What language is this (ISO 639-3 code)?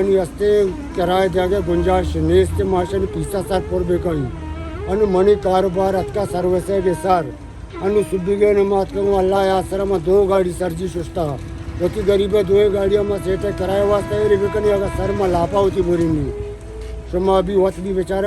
bal